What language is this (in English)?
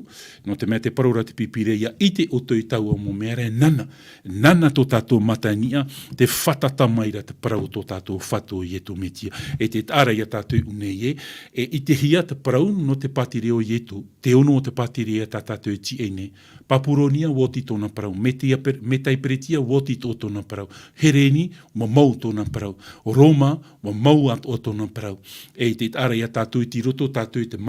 Tahitian